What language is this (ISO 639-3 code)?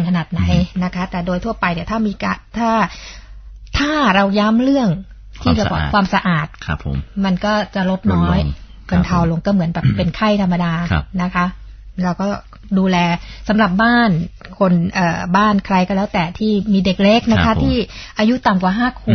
tha